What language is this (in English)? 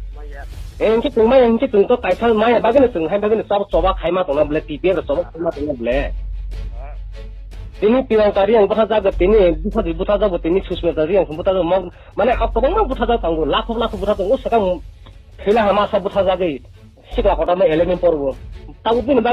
Riang (India)